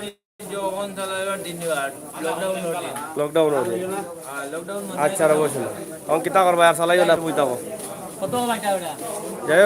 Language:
Sylheti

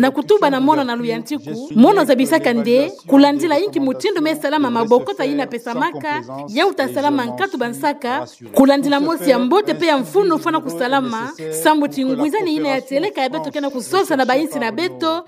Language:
Kituba (Democratic Republic of Congo)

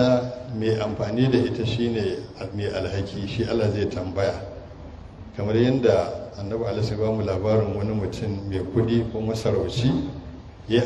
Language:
Hausa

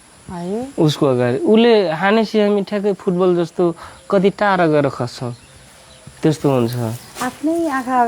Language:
Nepali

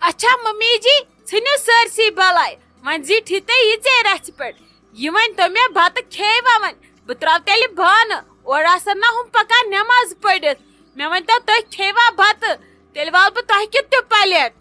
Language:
Kashmiri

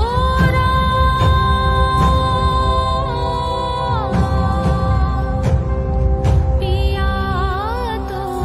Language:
Bangla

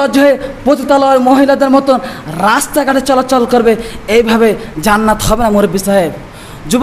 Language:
Bangla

